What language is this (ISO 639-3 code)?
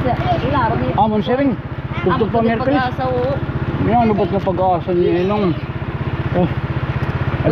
war